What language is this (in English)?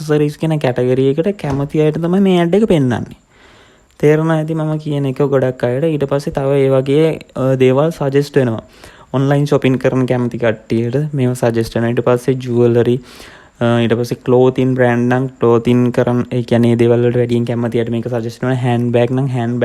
Sinhala